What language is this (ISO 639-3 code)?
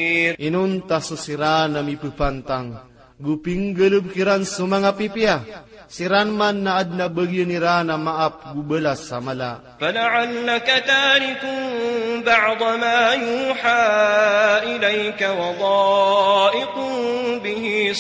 mrw